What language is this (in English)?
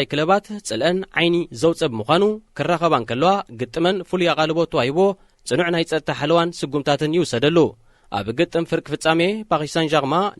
Tigrinya